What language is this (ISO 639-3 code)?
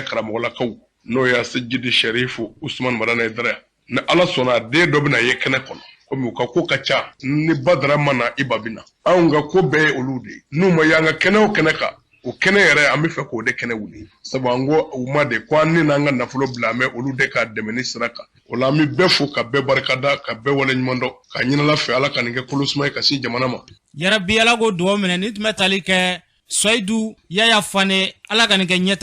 bam